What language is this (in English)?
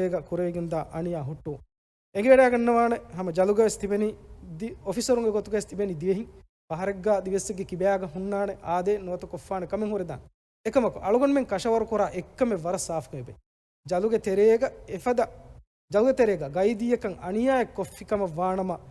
Divehi